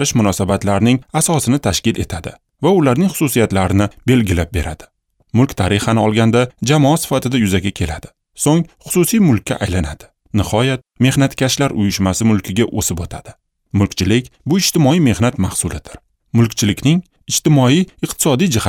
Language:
Uzbek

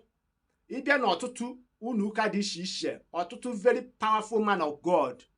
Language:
Igbo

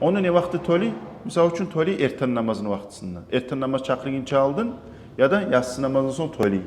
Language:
Kumyk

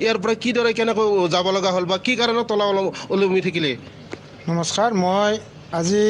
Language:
Assamese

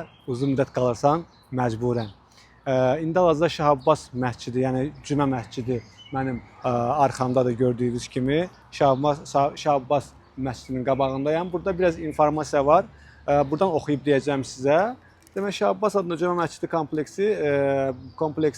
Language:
Azerbaijani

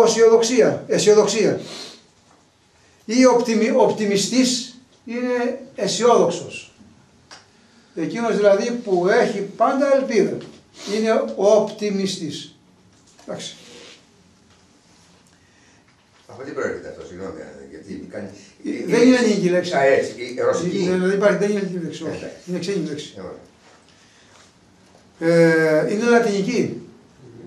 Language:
Greek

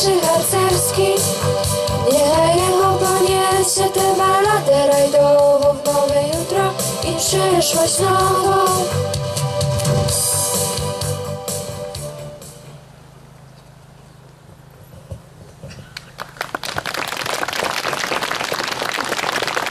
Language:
Polish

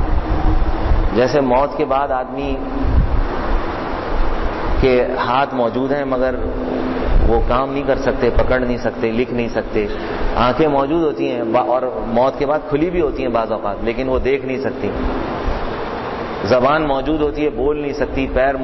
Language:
Urdu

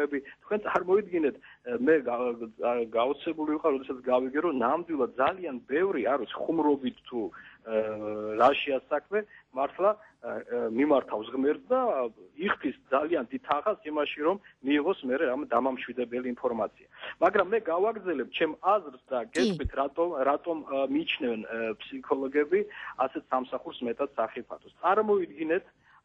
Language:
Georgian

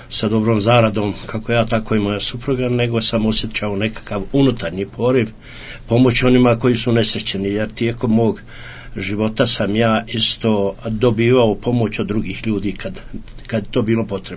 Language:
Croatian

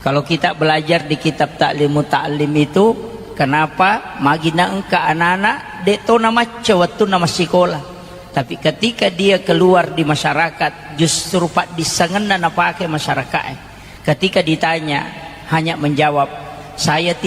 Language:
Buginese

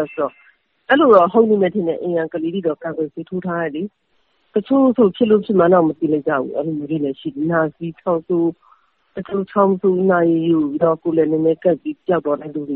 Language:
Burmese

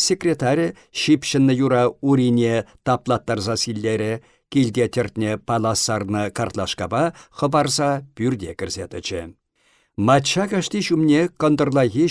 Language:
Chuvash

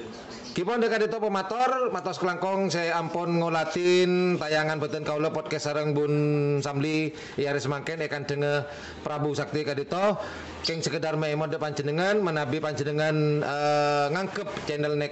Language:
Madurese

